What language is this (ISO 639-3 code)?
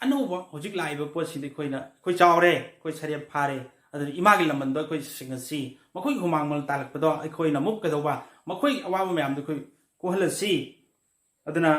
mni